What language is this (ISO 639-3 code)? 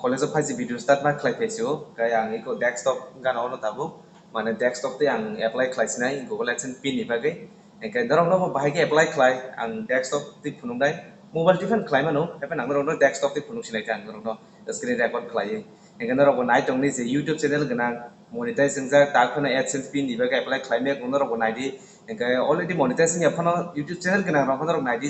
trp